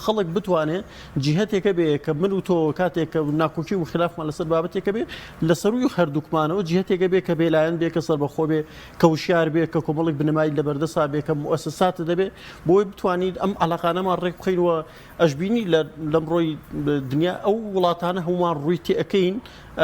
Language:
Central Kurdish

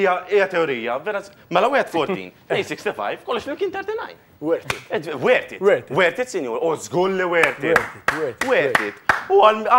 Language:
Maltese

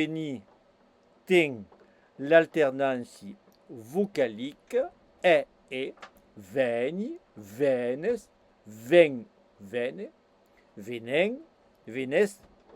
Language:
Occitan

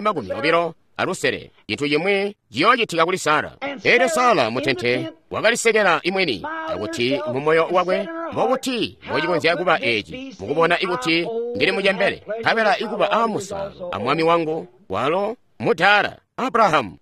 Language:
Tonga (Zambia)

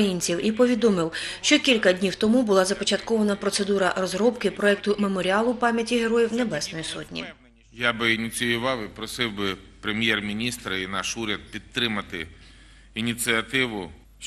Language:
Ukrainian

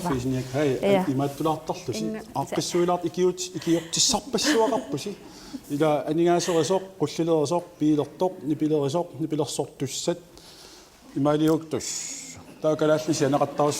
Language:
Kalaallisut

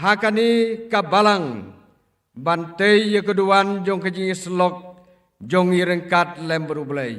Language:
Khasi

